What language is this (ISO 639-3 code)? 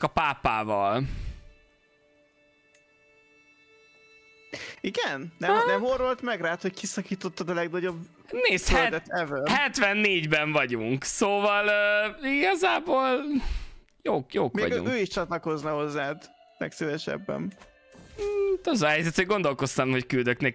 hun